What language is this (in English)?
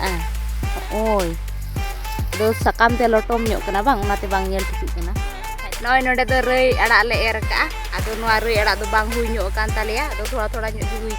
Santali